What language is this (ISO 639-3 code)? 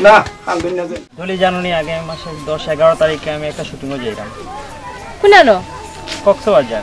syl